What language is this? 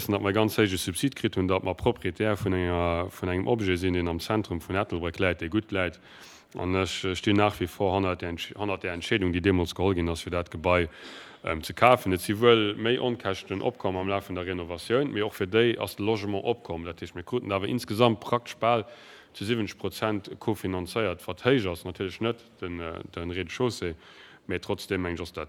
Luxembourgish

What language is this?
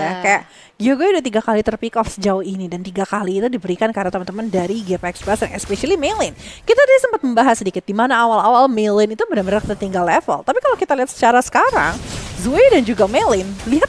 Indonesian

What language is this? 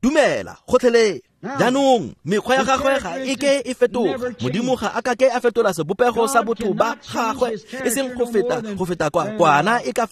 Tswana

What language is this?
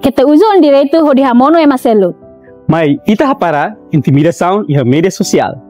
Tetum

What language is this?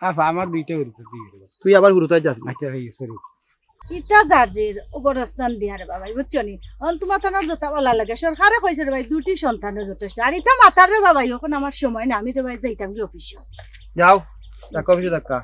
Sylheti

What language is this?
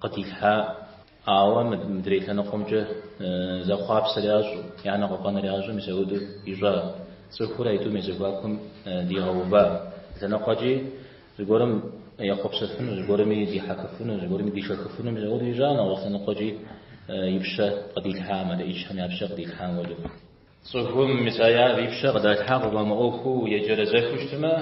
Kabardian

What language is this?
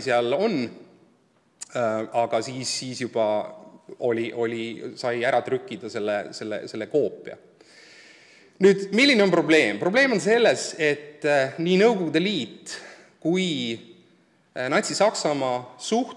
Estonian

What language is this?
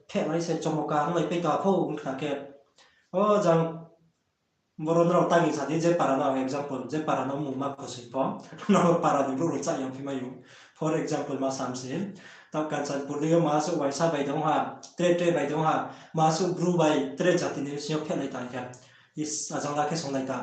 Riang (India)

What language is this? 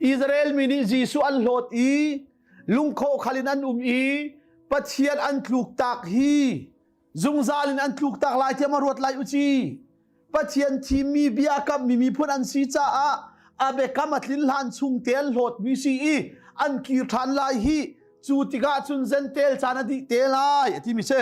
Hakha Chin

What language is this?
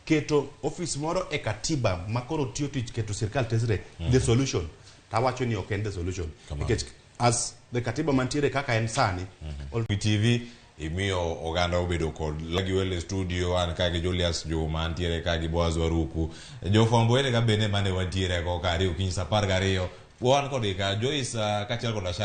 Luo (Kenya and Tanzania)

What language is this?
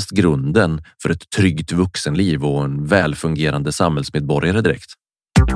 Swedish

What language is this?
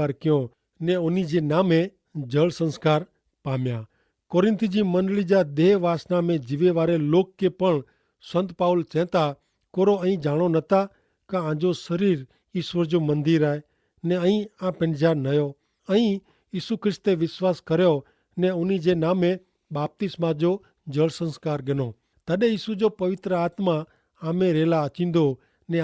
Kachhi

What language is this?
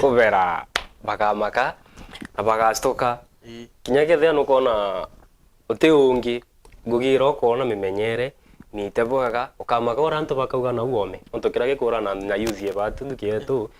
Meru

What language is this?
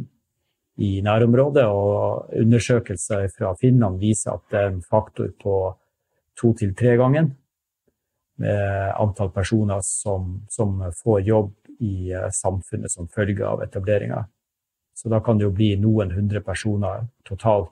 Norwegian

